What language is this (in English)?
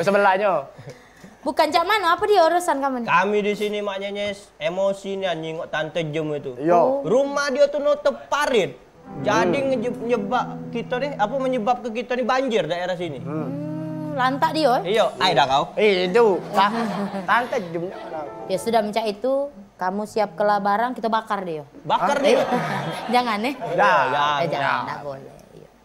Musi